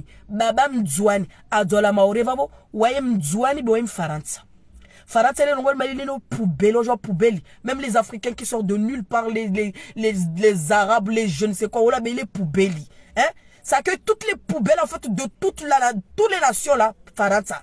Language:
French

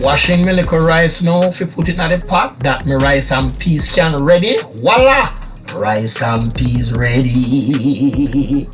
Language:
Jamaican Creole English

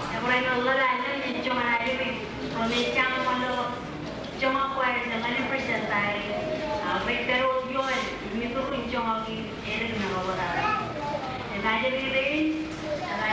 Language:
Marshallese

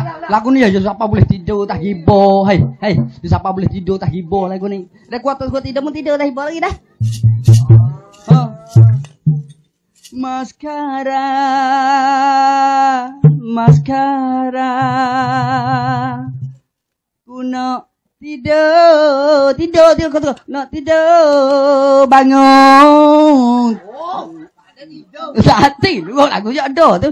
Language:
Malay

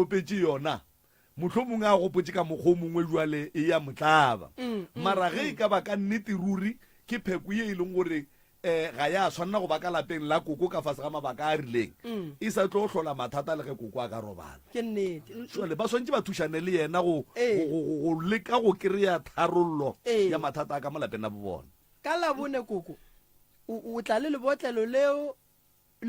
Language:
Northern Sotho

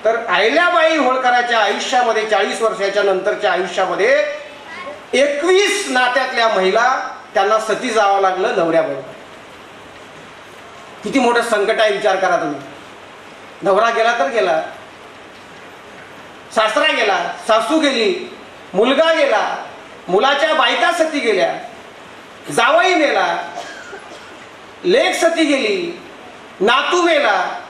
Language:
Marathi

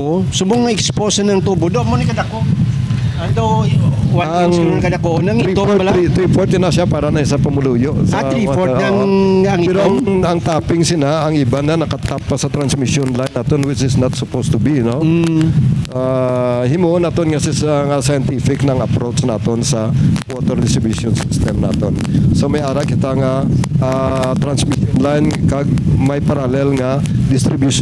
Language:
Hiligaynon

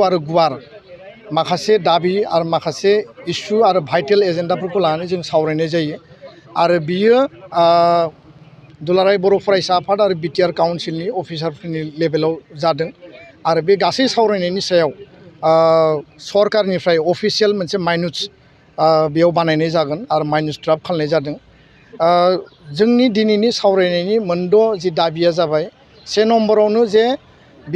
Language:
Bodo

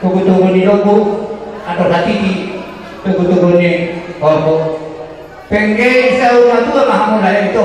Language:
Batak Toba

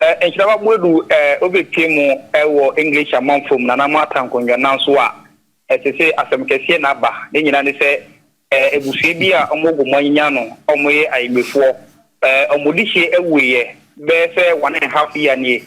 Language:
Akan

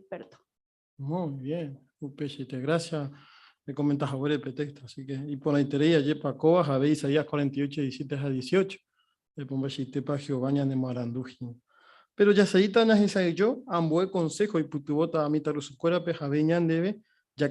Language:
Guarani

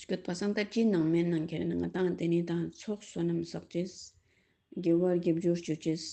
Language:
Ladakhi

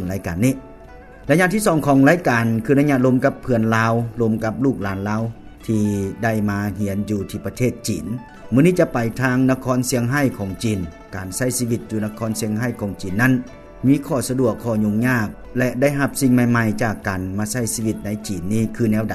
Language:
Lao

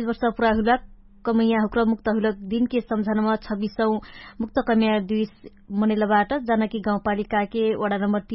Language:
Dangaura Tharu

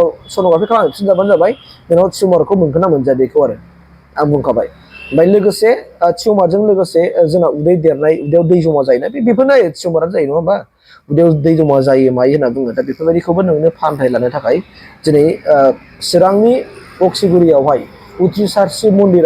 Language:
Bodo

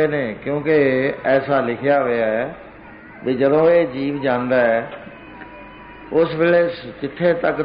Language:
Punjabi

